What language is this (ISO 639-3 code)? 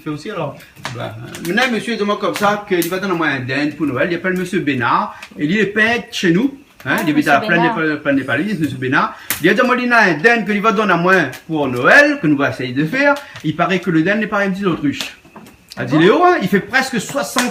rcf